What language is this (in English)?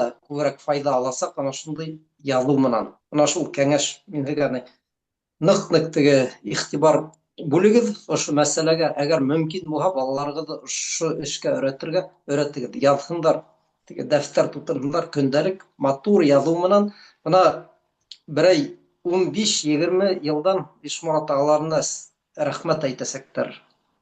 Bashkir